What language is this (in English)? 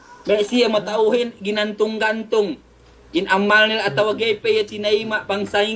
Yakan